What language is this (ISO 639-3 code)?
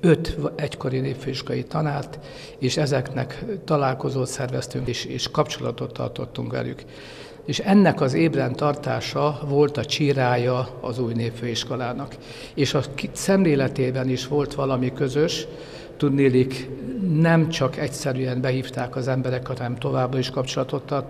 hun